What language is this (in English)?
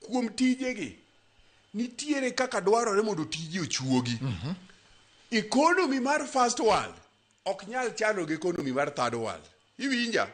Luo (Kenya and Tanzania)